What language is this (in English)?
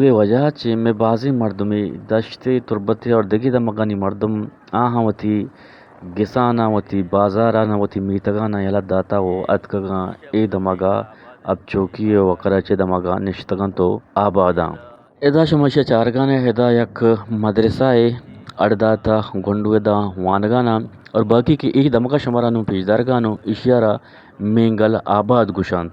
Eastern Balochi